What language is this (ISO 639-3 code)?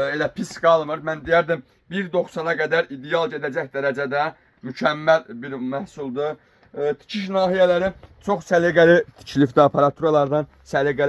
aze